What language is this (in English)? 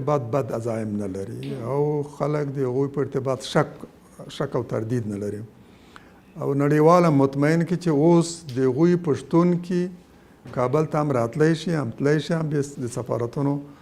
Pashto